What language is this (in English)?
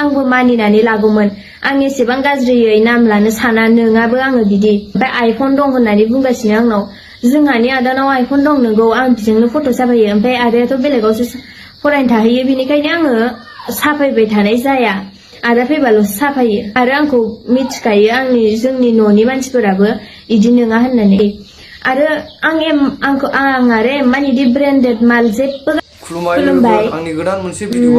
Bodo